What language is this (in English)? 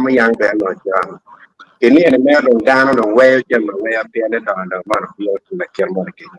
Acoli